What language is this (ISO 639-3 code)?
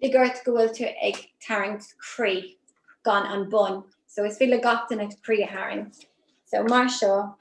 gle